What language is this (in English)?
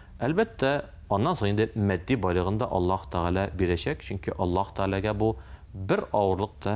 Tatar